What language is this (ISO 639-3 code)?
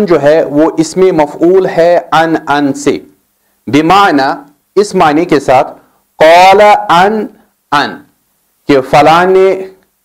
urd